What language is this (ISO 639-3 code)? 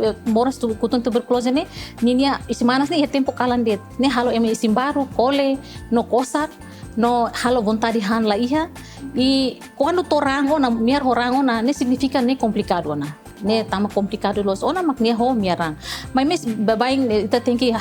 tet